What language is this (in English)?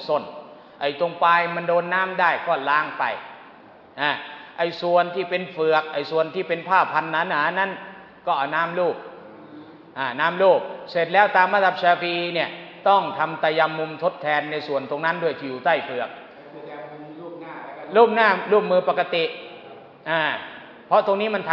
Thai